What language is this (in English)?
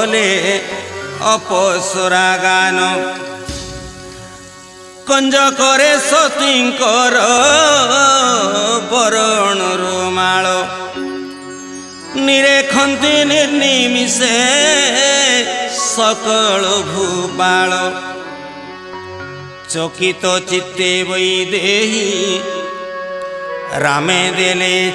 Odia